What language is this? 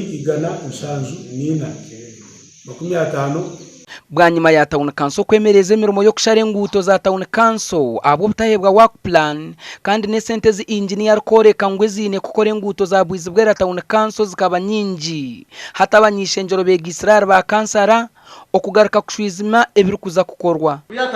Nyankole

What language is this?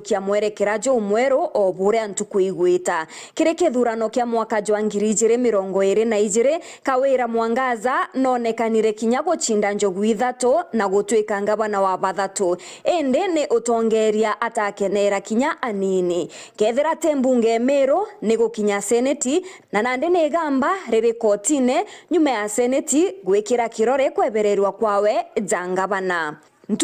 Meru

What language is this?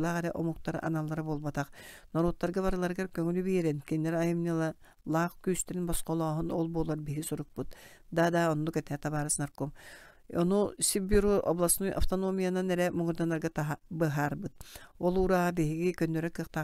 Yakut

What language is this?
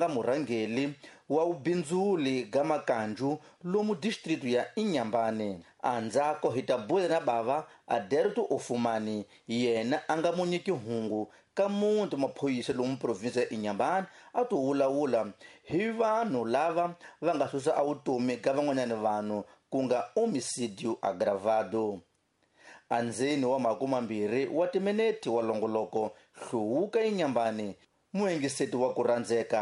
Tsonga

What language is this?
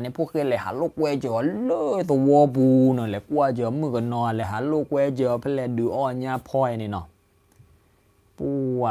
S'gaw Karen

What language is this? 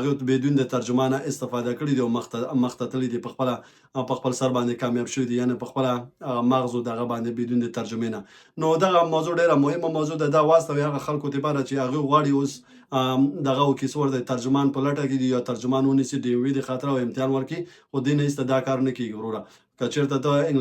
Pashto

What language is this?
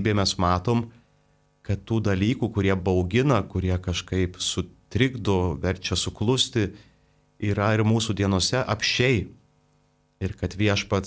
Lithuanian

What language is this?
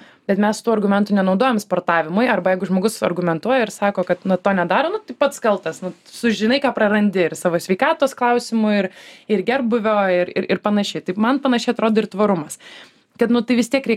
Lithuanian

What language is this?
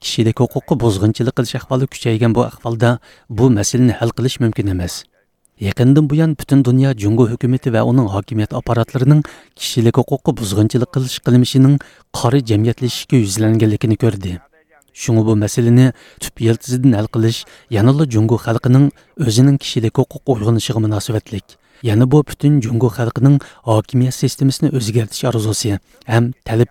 Uyghur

